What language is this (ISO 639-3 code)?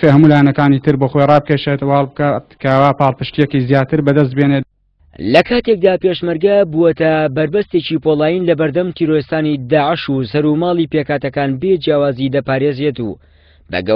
ckb